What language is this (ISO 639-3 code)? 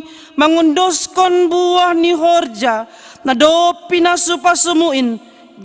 bts